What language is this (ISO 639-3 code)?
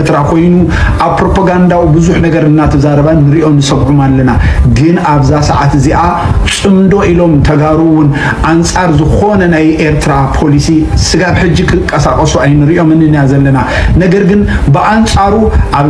tir